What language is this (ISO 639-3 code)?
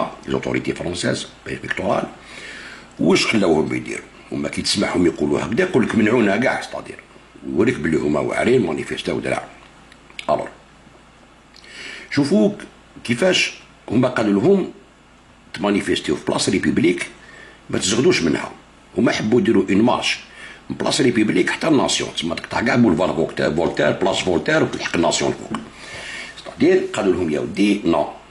arq